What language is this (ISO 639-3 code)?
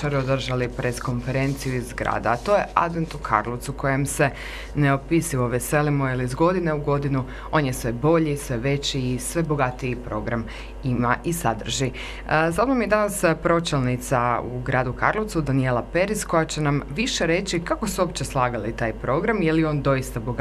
hrv